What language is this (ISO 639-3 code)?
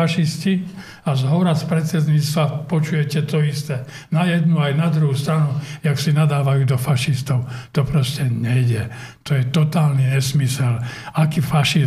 slk